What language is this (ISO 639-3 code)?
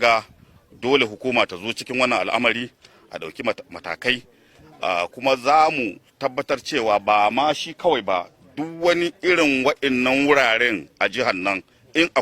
hau